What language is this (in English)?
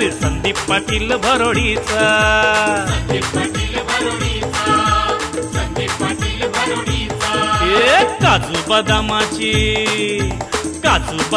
Marathi